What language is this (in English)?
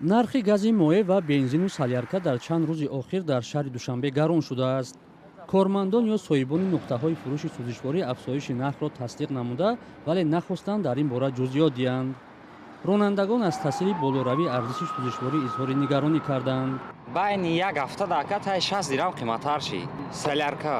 Tajik